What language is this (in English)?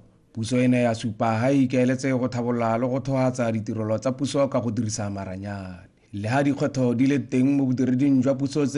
Tswana